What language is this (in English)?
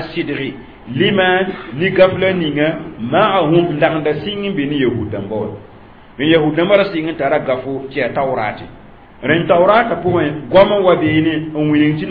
Mossi